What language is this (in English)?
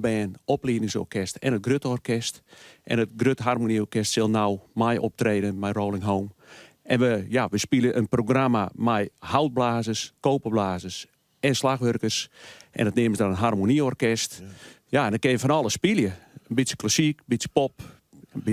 Western Frisian